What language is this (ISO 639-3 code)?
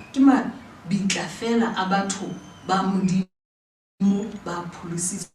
sot